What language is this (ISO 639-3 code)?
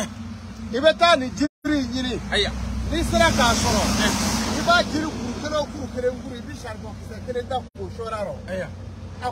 bam